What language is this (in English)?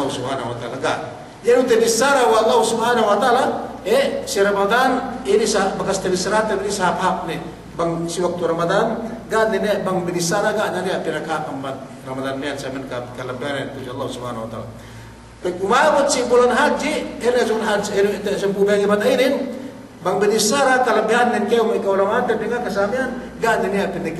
Yakan